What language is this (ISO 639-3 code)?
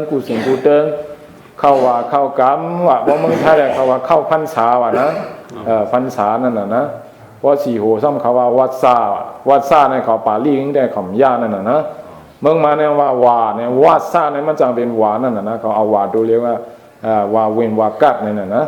shn